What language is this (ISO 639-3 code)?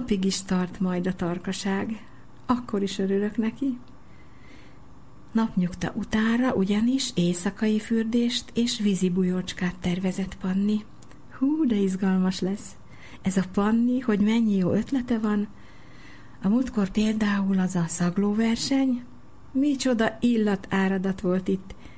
hun